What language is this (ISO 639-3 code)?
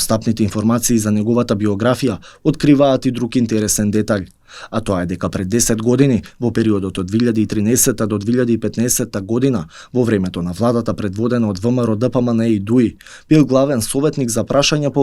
mkd